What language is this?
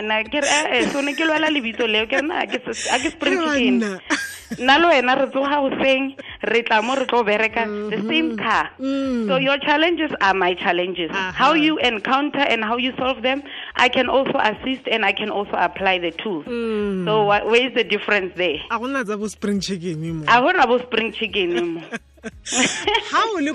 Tswana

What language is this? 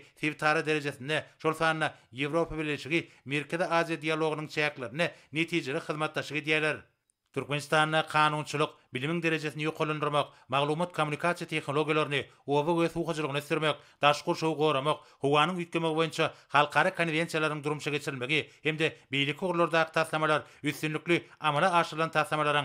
Turkmen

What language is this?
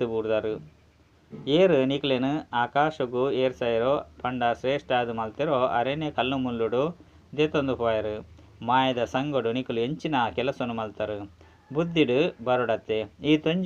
Tulu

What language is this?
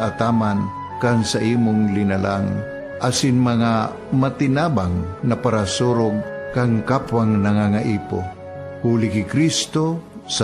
Bikol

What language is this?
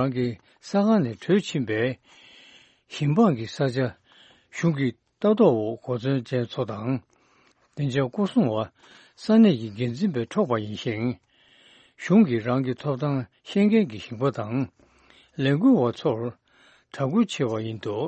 Tibetan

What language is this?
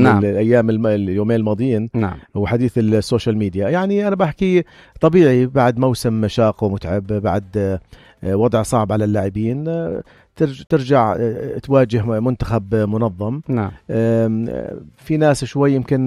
North Levantine Arabic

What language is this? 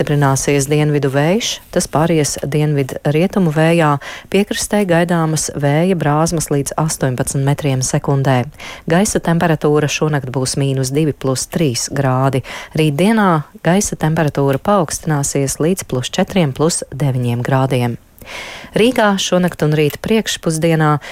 Latvian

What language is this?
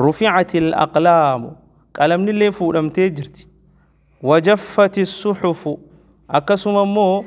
Oromo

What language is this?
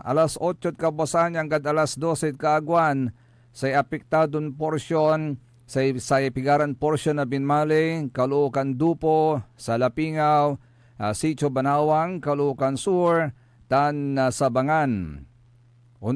Pangasinan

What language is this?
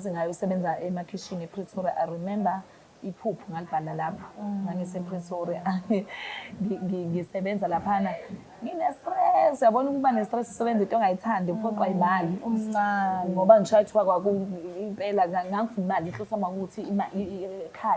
Zulu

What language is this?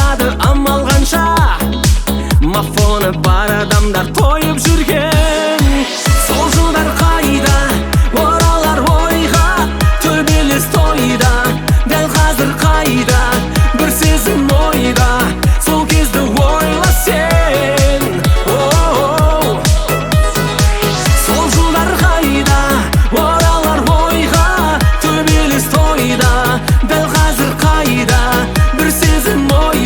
Kazakh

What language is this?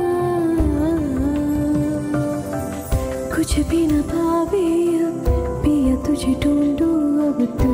Hindi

